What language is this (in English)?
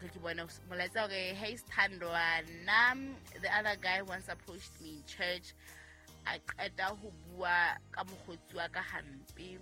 Southern Sotho